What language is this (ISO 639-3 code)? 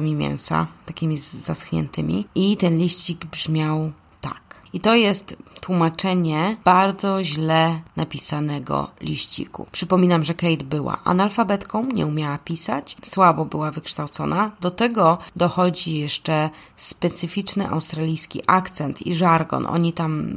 pol